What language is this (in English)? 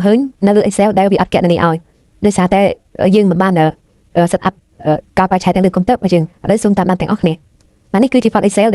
Khmer